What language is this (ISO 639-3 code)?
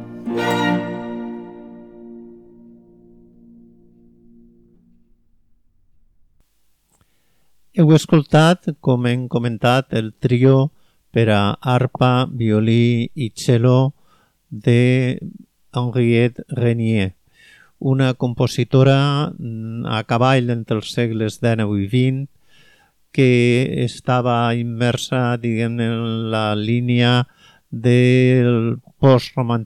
cat